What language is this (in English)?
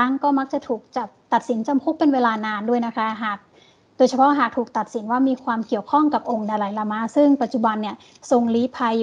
Thai